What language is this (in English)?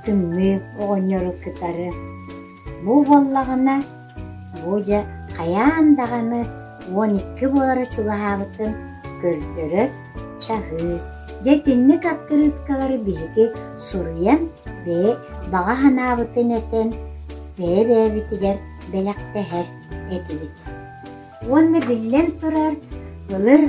Yakut